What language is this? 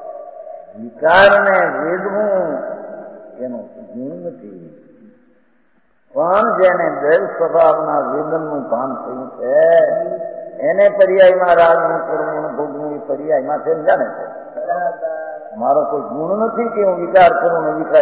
Gujarati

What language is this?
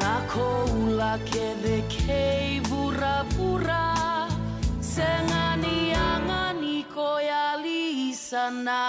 Fijian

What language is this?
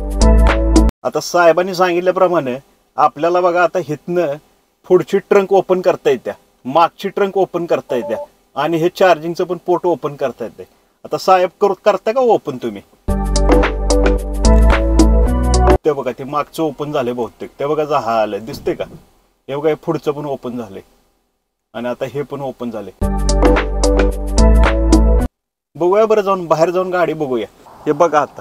Marathi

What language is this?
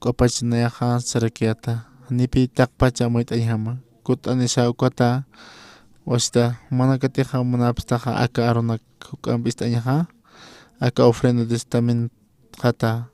Aymara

